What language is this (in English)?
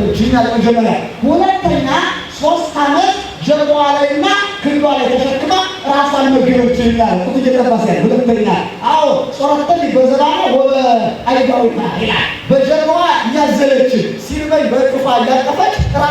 Amharic